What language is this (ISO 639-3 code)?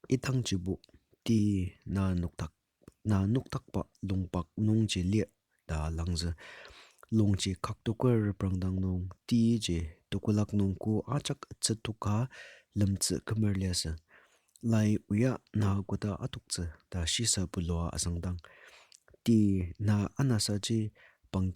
njo